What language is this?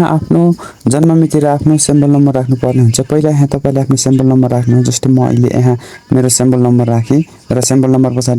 Nepali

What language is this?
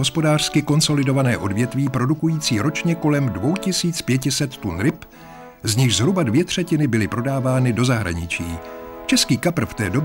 Czech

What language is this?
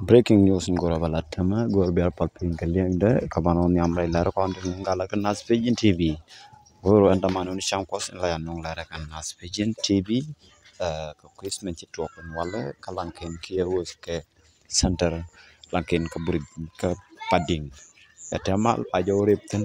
Nuer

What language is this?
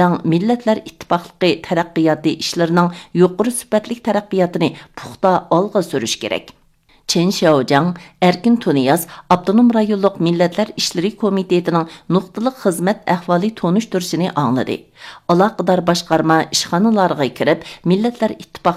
Uyghur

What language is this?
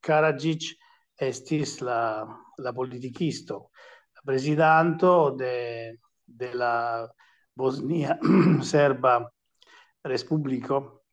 Esperanto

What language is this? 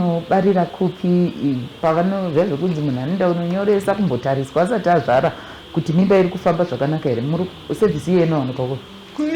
Shona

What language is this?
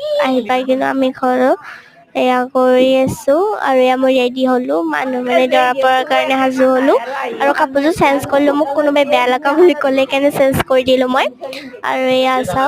Assamese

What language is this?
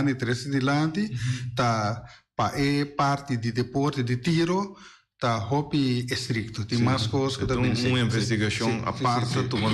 Papiamento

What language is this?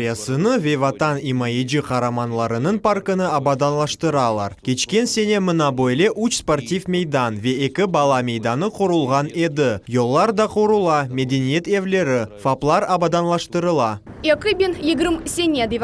Crimean Tatar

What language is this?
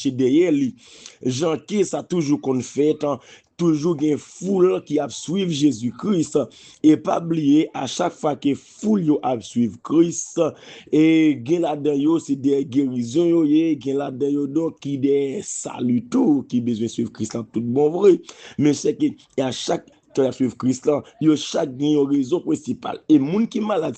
Haitian Creole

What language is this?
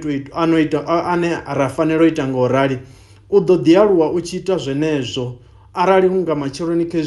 Venda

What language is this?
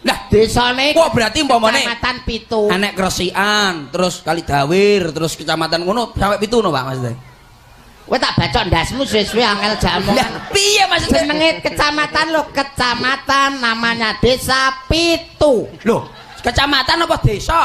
Javanese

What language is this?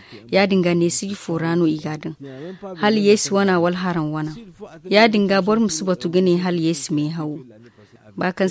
Zarma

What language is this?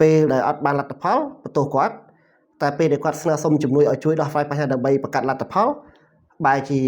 Khmer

